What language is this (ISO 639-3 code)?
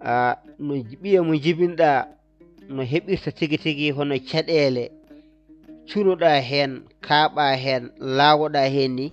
ful